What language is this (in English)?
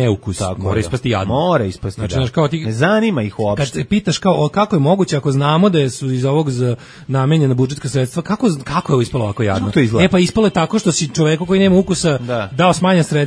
Serbian